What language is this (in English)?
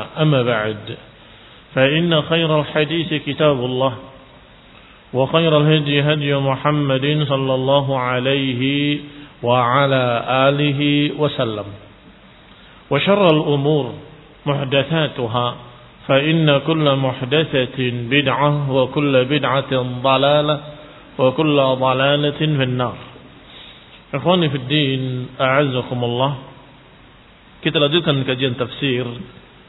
Indonesian